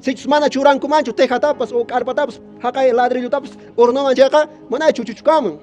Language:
Quechua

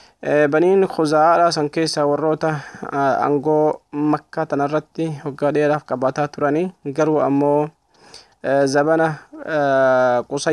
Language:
Oromo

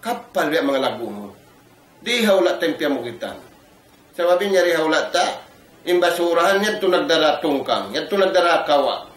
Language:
Tausug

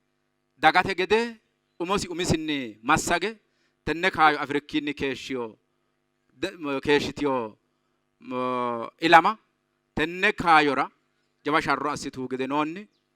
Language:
Sidamo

